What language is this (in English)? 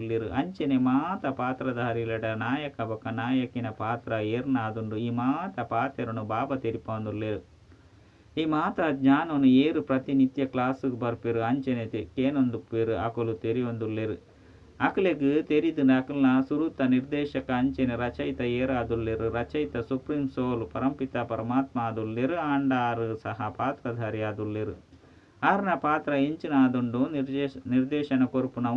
Tulu